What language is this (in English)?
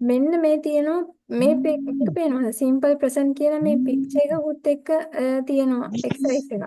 Sinhala